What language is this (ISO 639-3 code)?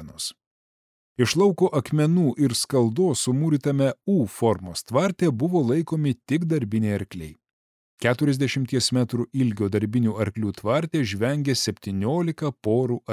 lit